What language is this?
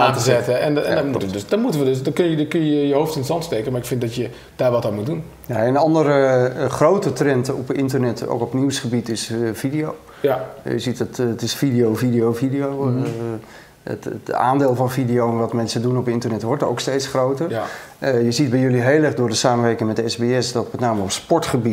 Dutch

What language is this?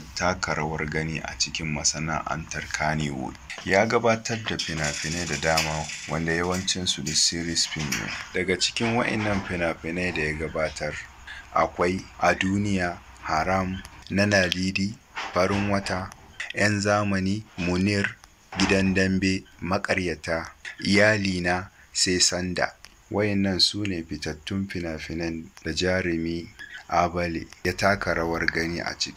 Hausa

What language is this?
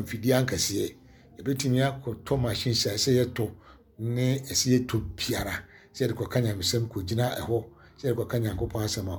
Akan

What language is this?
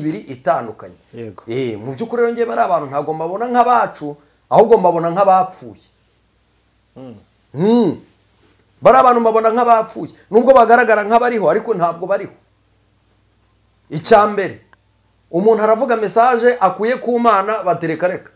Kinyarwanda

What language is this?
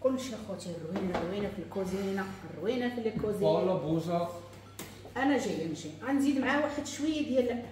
Moroccan Arabic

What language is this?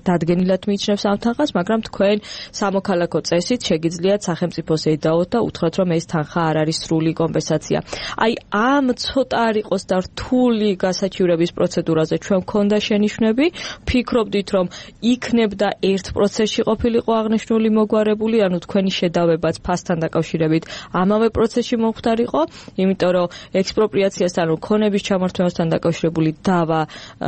Georgian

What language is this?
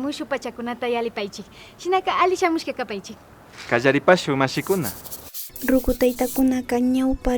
Imbabura Highland Quichua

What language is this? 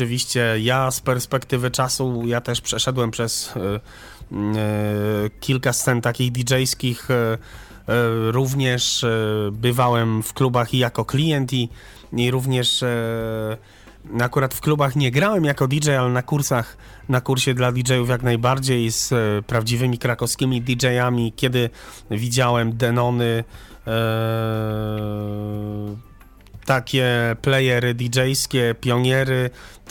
Polish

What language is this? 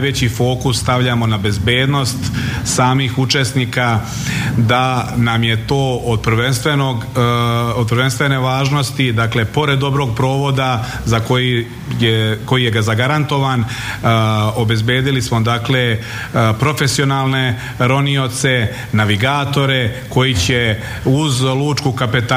Serbian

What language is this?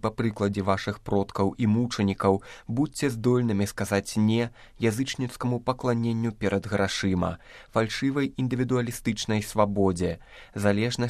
Belarusian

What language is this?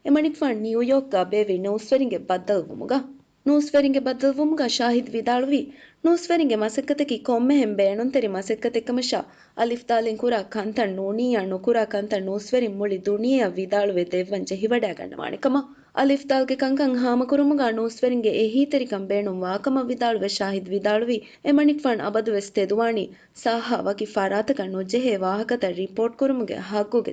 Divehi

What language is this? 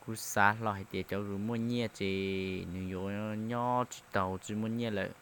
Hmong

